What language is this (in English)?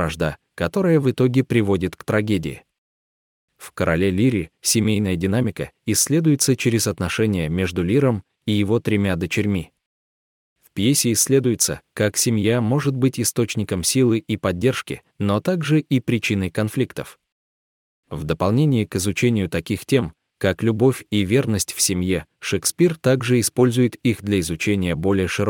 Russian